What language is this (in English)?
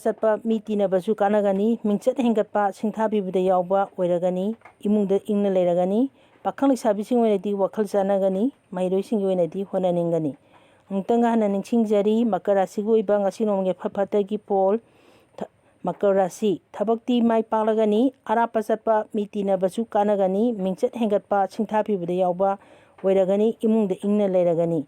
Manipuri